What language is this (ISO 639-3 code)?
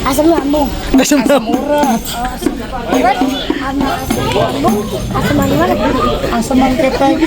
bew